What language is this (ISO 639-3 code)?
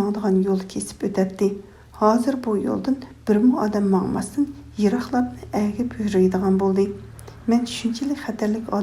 uig